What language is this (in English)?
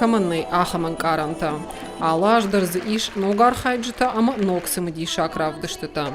Ossetic